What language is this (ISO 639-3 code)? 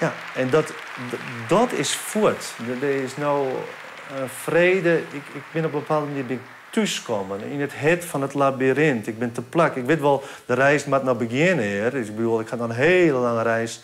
fry